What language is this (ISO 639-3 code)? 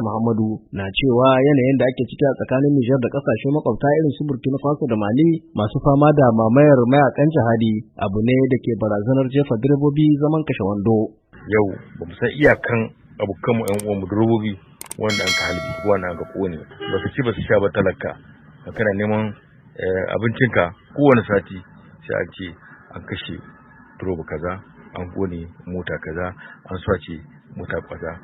hau